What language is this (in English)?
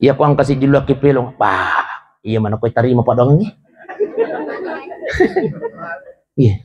Buginese